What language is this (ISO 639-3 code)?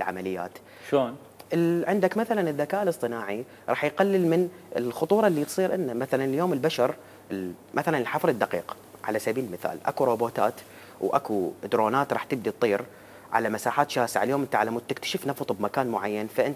acm